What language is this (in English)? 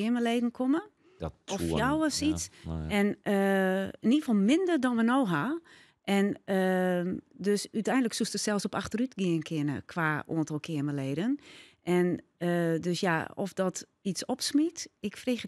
Western Frisian